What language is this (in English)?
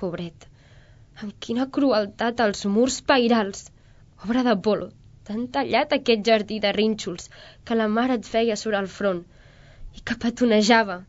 Catalan